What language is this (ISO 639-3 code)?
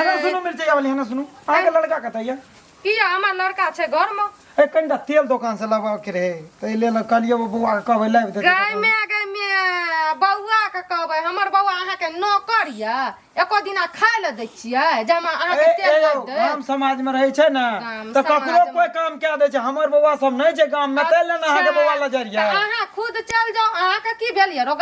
mai